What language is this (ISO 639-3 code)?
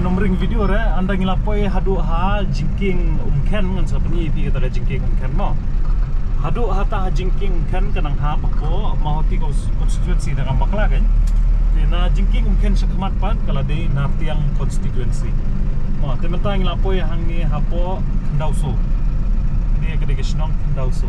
kha